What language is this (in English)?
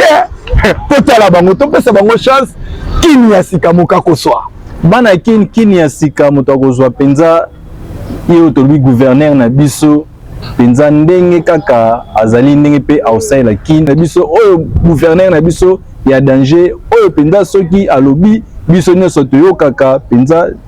Lingala